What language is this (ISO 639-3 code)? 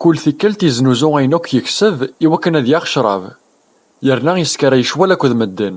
kab